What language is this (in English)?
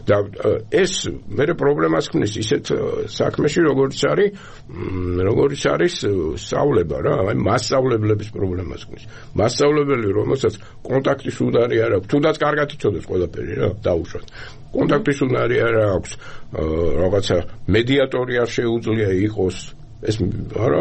Georgian